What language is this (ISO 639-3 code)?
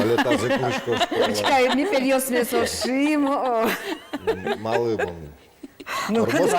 udm